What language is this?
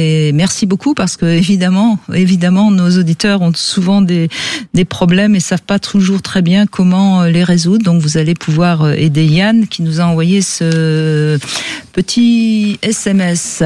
French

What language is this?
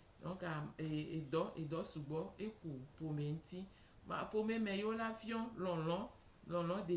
Gen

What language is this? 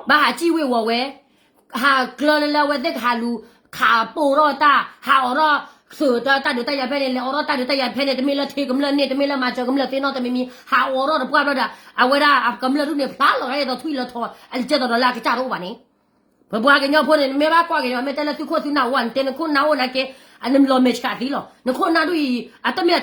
S'gaw Karen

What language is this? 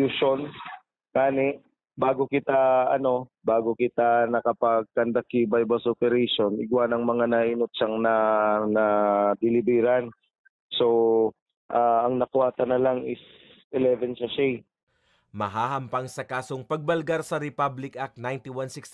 Bikol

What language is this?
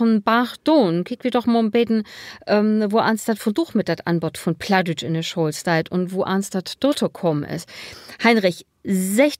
Low German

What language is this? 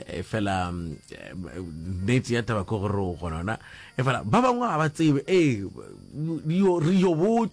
Northern Sotho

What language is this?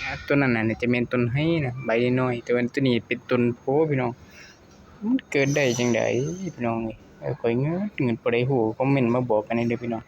Northeastern Thai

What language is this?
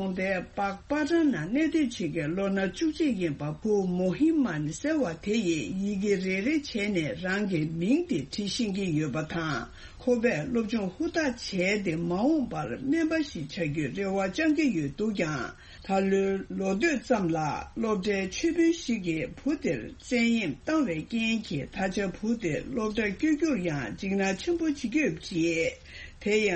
Tibetan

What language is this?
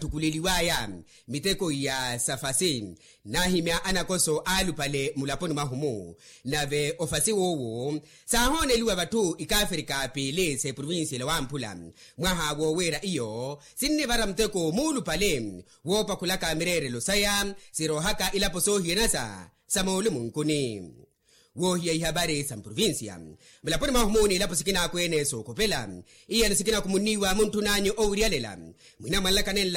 Makhuwa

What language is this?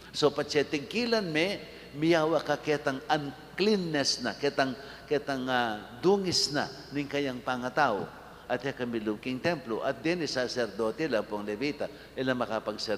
Pampanga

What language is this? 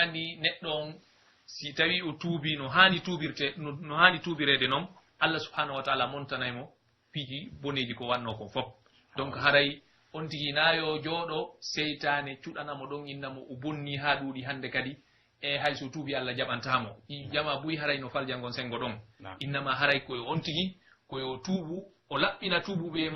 Pular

